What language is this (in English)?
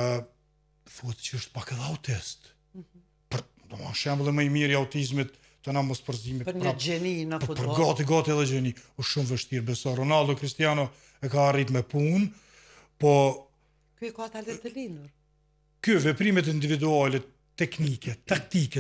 Albanian